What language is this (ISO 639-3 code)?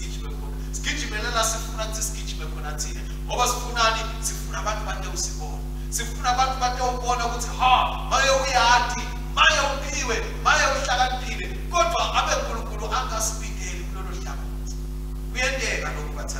ssw